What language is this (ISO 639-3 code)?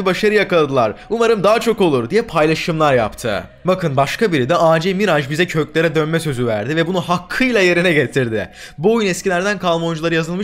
tur